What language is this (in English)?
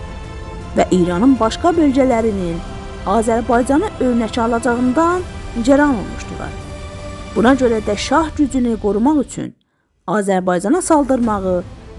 South Azerbaijani